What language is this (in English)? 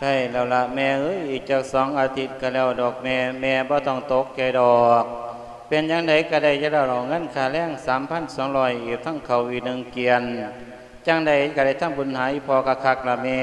Lao